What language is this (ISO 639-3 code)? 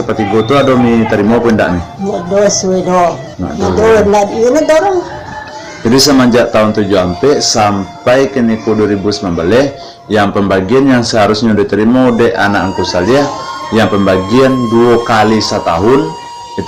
min